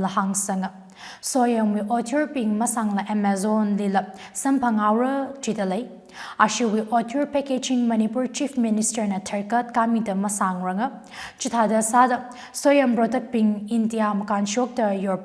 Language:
Tangkhul Naga (India)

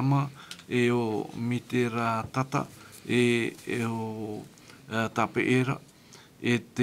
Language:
Tahitian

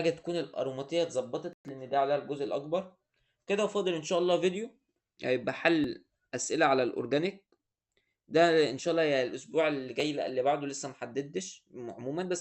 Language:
Egyptian Arabic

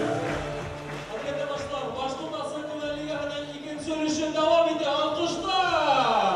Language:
Bashkir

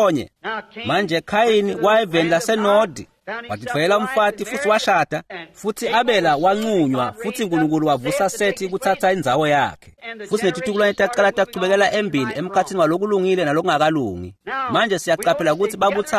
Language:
Swati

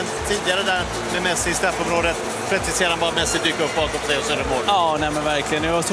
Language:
Swedish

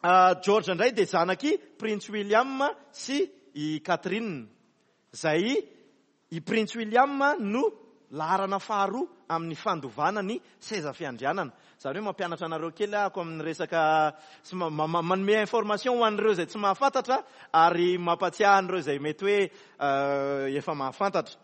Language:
Malagasy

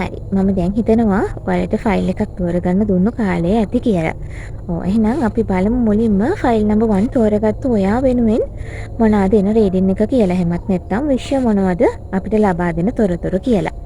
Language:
Sinhala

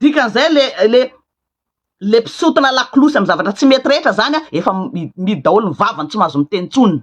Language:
Malagasy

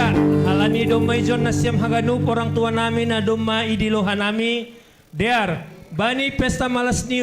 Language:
Batak Simalungun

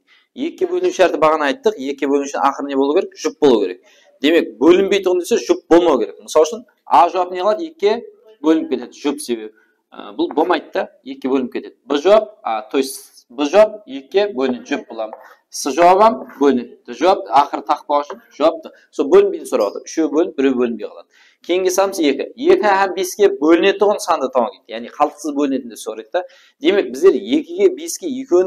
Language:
Kara-Kalpak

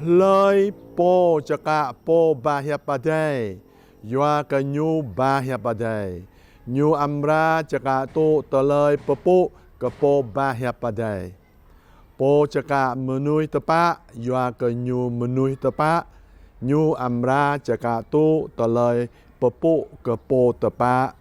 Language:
Jarai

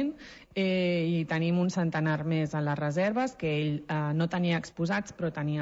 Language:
Catalan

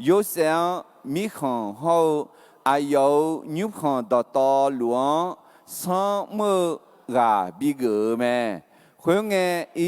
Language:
Akha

